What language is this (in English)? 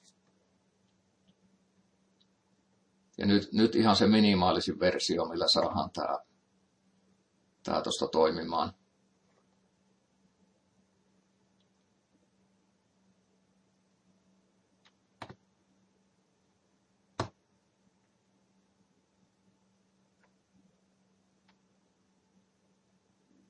Finnish